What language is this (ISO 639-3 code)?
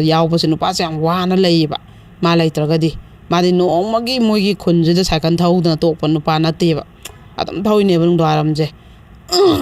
mni